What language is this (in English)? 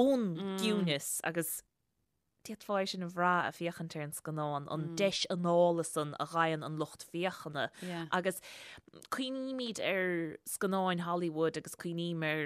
Irish